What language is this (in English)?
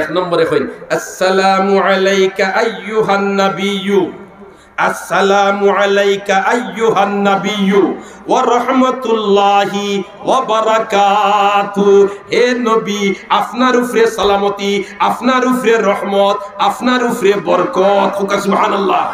Sylheti